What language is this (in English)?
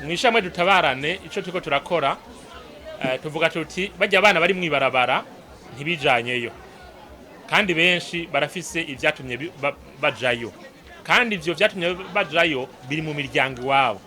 Rundi